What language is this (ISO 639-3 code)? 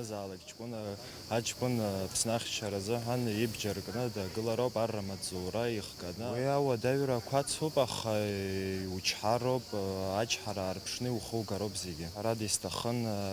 abk